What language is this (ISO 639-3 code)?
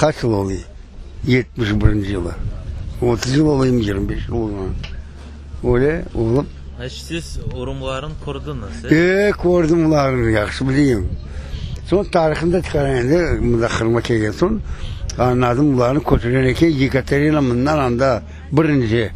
crh